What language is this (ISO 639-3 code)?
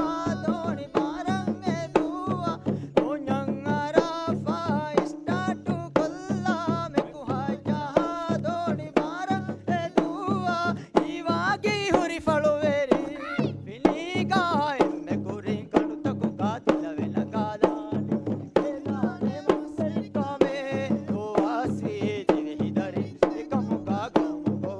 div